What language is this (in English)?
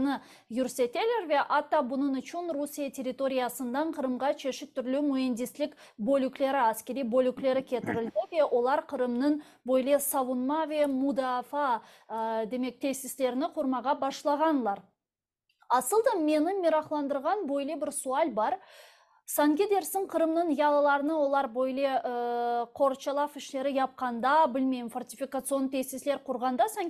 Crimean Tatar